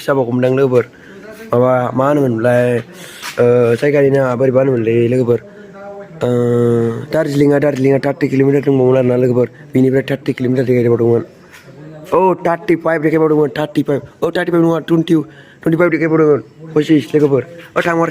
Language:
Bodo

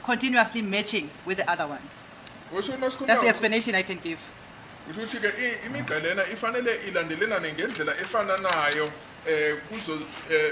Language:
Zulu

